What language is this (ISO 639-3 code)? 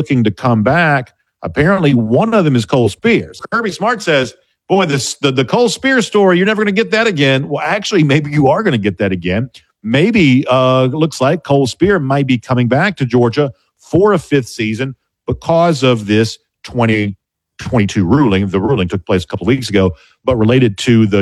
eng